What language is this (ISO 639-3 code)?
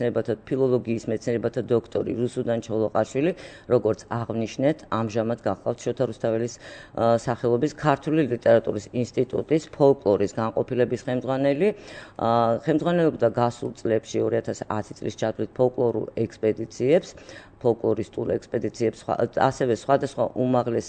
kat